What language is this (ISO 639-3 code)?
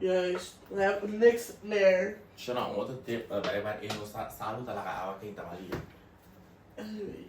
pap